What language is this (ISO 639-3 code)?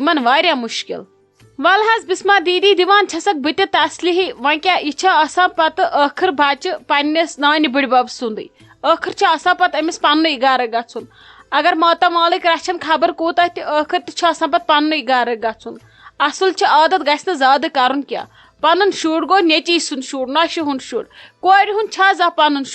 kas